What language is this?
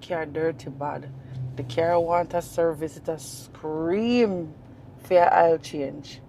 Jamaican Creole English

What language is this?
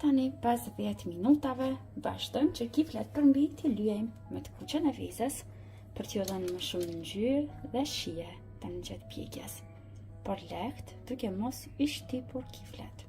Albanian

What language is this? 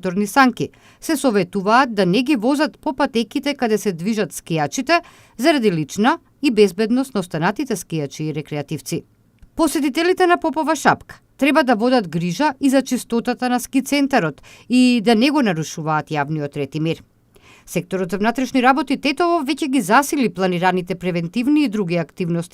Macedonian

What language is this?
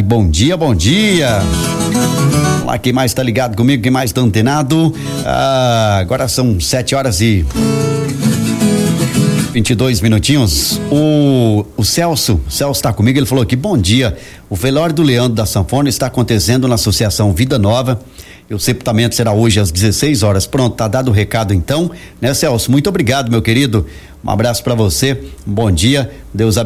Portuguese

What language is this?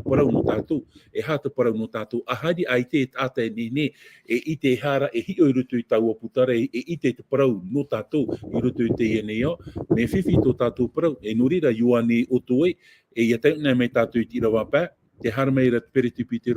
Tahitian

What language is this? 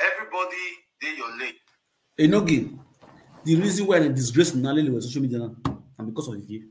Nigerian Pidgin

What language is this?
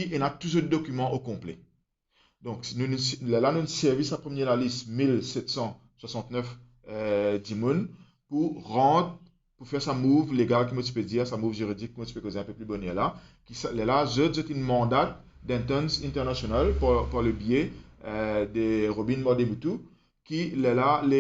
Morisyen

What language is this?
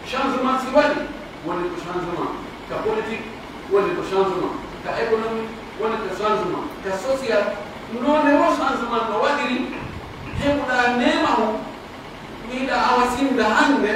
Pular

